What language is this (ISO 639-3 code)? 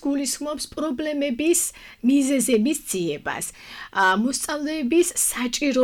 kat